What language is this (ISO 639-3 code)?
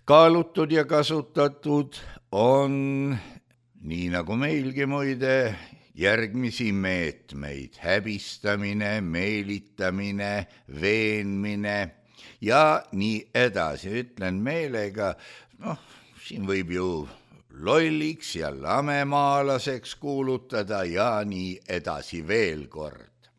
est